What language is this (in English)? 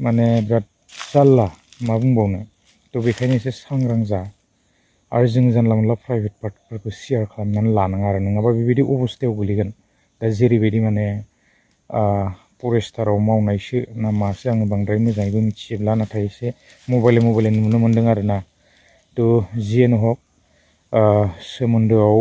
Bodo